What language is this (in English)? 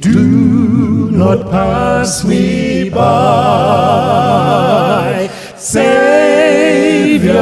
Southern Sotho